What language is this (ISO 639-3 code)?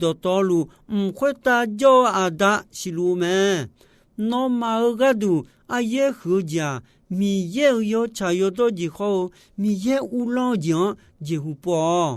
ahk